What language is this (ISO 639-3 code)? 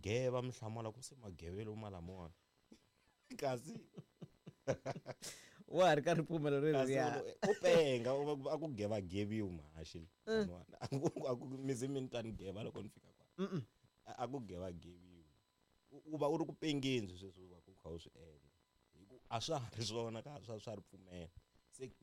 tso